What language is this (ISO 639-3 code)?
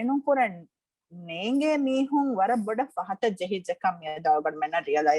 div